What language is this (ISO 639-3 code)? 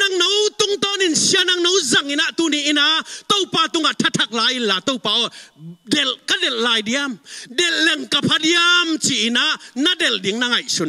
ctd